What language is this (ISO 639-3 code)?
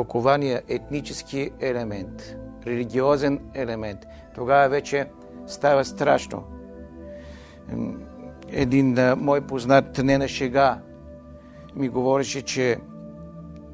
bul